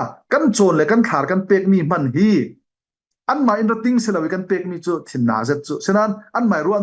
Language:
Falam Chin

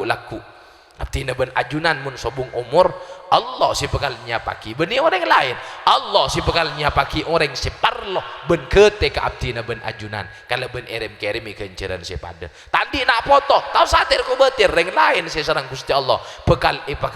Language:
Madurese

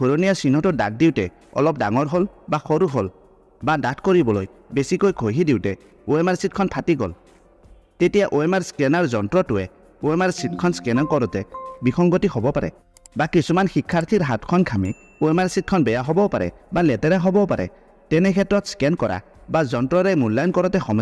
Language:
Assamese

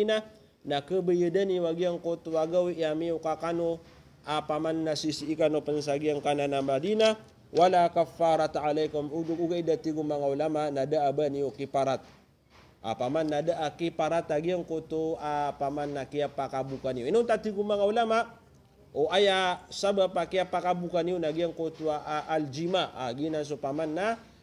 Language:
Maranao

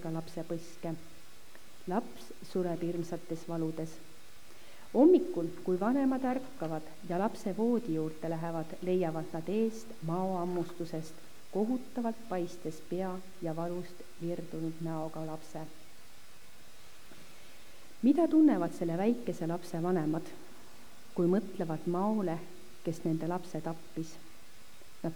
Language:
Estonian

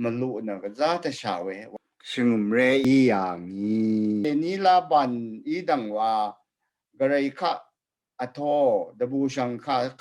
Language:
Rawang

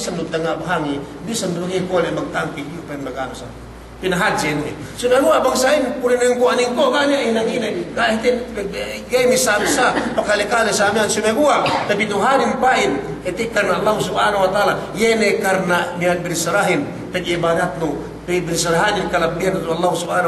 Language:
Yakan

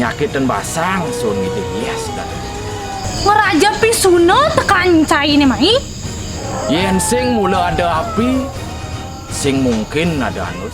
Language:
Balinese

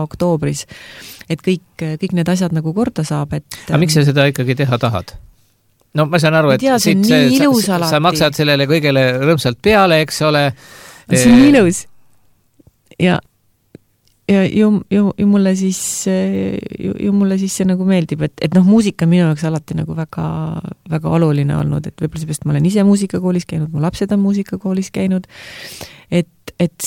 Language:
Estonian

